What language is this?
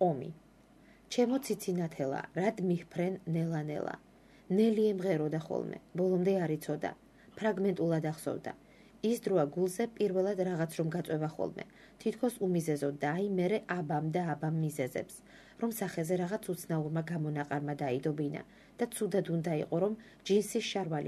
Georgian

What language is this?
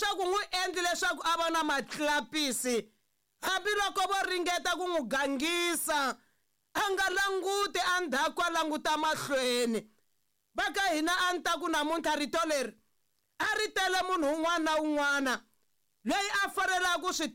Tsonga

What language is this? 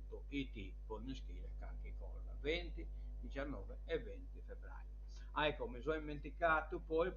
Sardinian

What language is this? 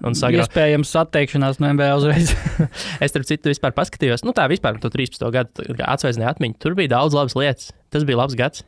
Latvian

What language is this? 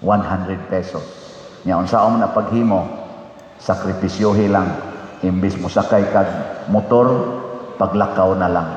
Cebuano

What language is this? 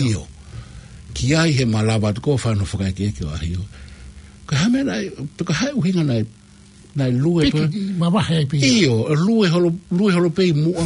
Tongan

